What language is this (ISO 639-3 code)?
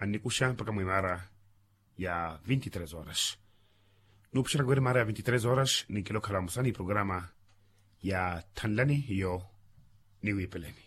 vmw